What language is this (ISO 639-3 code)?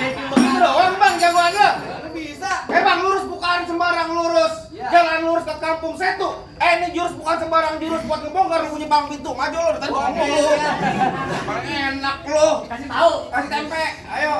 bew